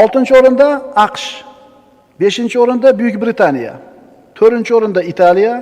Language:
Uzbek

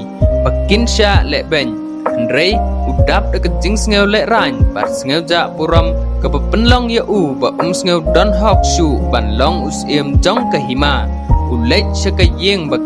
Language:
Khasi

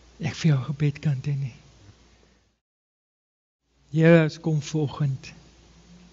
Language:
Afrikaans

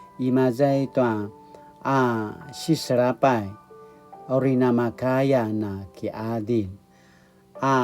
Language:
Paiwan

